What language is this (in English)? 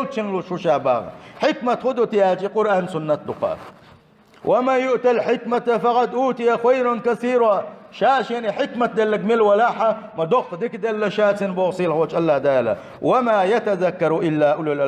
Chechen